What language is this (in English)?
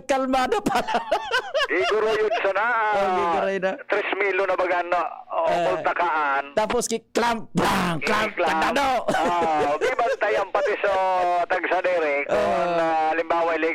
Bikol